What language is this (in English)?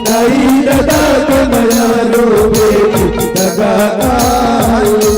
Chhattisgarhi